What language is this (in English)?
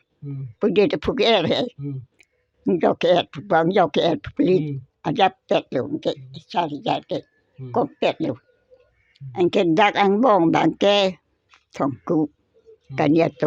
Karbi